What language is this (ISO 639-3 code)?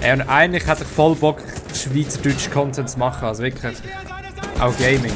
gsw